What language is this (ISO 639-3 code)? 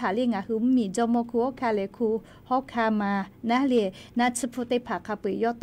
lhu